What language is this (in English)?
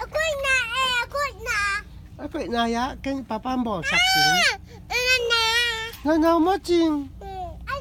Tedim Chin